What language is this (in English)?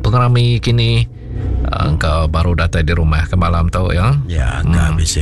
Iban